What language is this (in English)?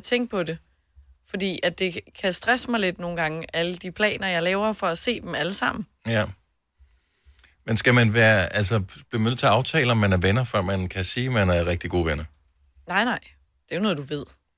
Danish